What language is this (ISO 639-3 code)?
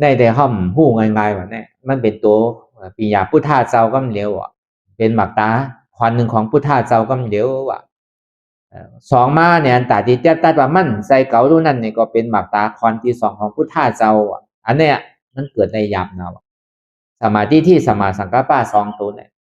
shn